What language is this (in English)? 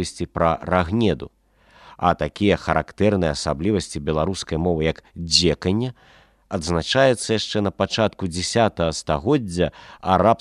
Belarusian